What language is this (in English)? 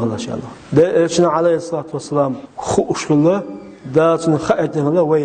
Chechen